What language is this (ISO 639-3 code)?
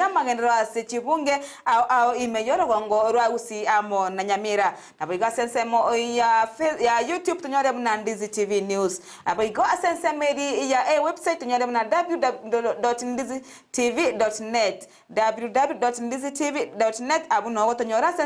guz